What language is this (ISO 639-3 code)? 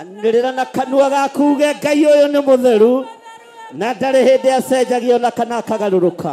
kik